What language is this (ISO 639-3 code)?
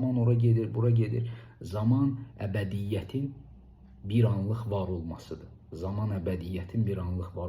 aze